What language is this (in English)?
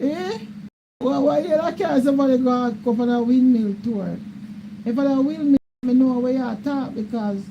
Jamaican Creole English